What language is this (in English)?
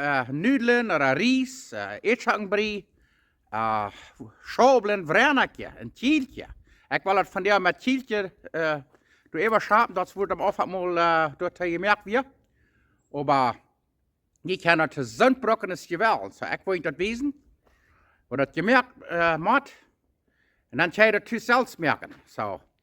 Plautdietsch